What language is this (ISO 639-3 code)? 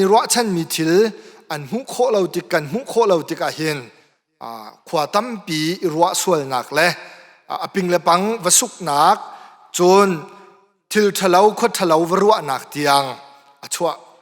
cnh